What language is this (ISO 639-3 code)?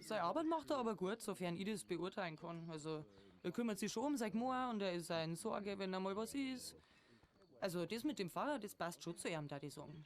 bar